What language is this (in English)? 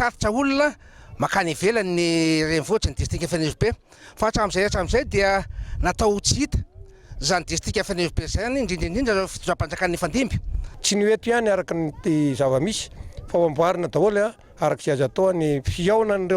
Malagasy